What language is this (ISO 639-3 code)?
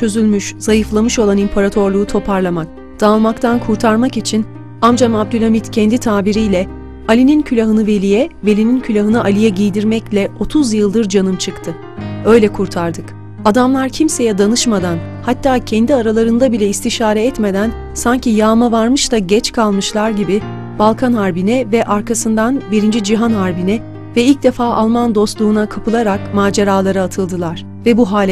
tur